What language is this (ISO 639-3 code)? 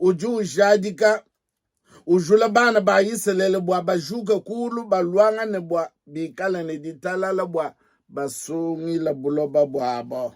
lua